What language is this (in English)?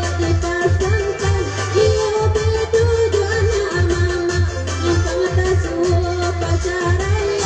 Minangkabau